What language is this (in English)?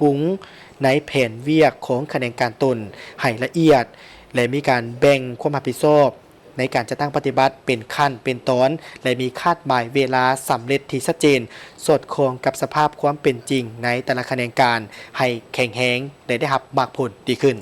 Lao